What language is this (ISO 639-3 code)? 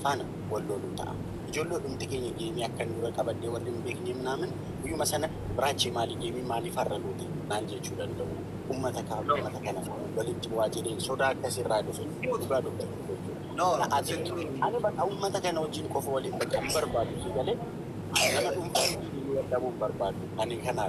orm